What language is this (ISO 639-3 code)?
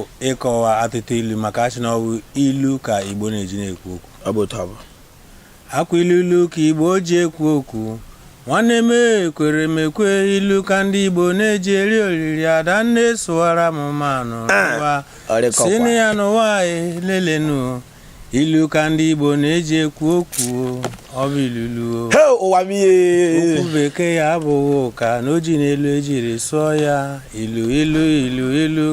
ibo